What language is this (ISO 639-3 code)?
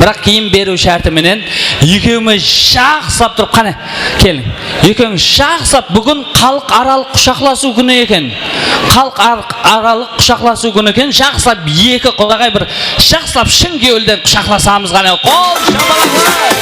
kaa